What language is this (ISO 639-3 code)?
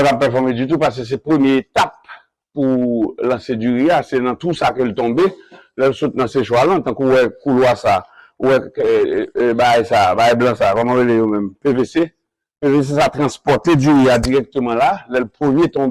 hat